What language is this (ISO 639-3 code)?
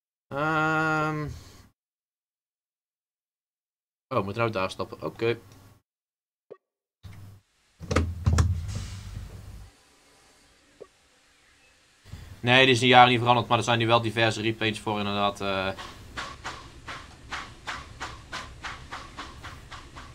nld